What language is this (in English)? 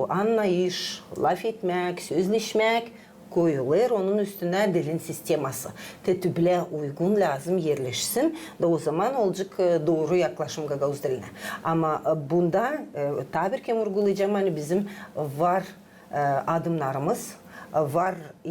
Gagauz